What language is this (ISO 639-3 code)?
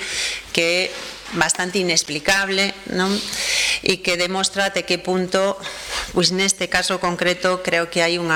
glg